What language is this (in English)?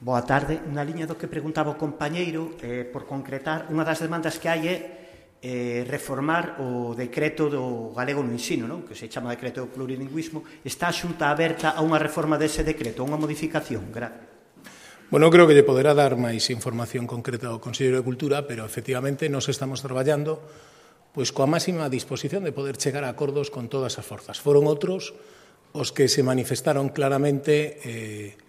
Galician